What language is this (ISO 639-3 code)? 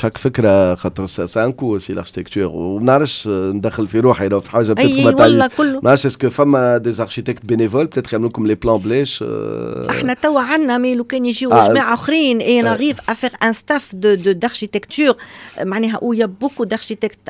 aeb